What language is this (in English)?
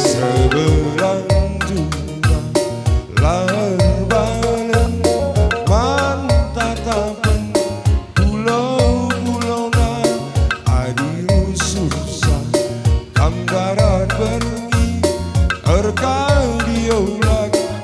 Batak Karo